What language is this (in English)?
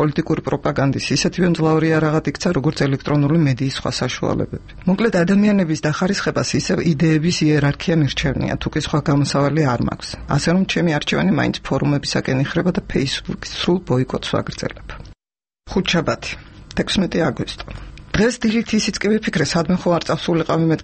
Georgian